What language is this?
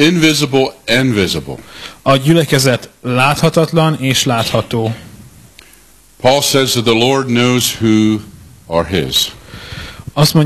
Hungarian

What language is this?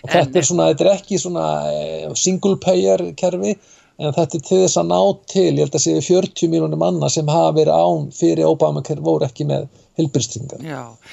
Icelandic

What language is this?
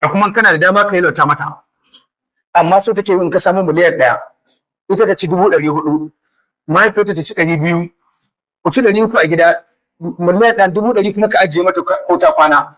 Hausa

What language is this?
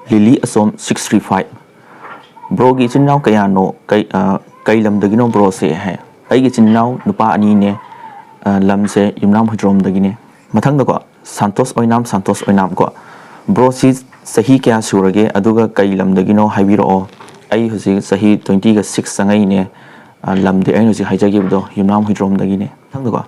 Manipuri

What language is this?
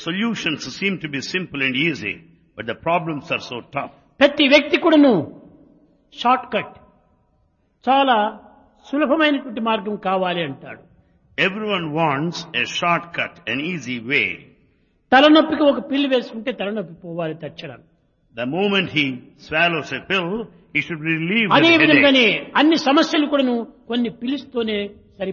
Telugu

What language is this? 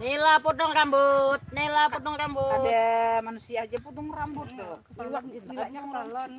Banjar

